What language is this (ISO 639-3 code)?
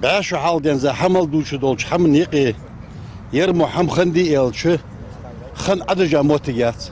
inh